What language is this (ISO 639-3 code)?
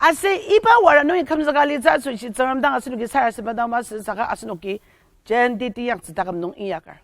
njo